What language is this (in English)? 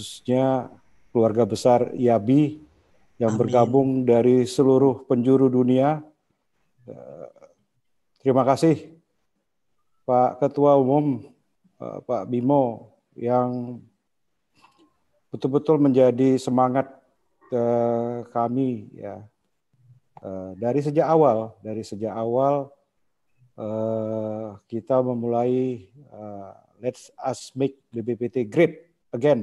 Indonesian